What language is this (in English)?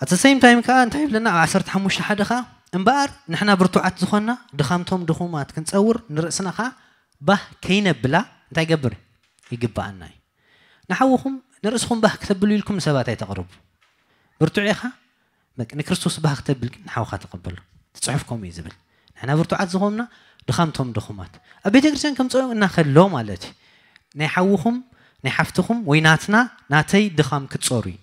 Tigrinya